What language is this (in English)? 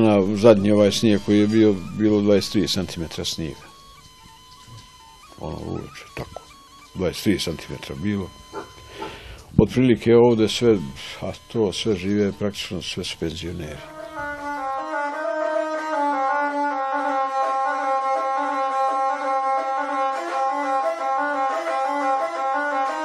Bosnian